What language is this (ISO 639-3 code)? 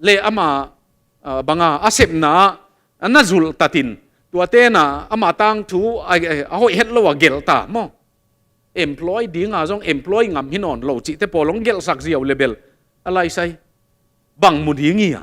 ctd